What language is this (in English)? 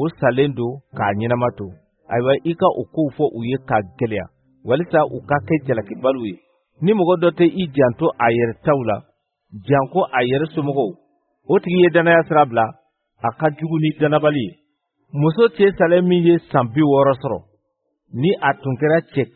Bambara